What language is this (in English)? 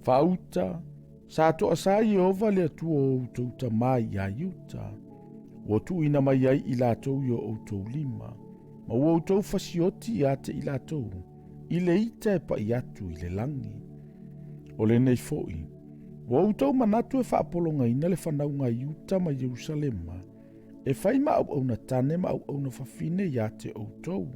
Samoan